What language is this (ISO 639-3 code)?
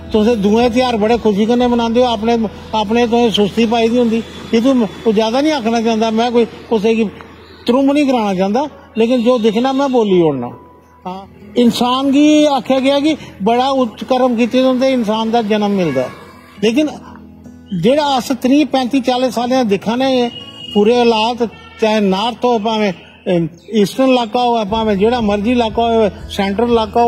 doi